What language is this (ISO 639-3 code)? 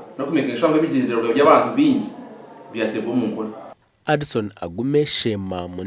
nyn